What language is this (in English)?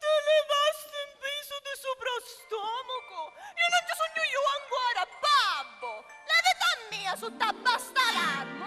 Sicilian